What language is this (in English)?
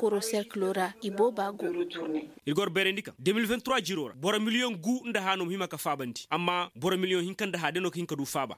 Koyraboro Senni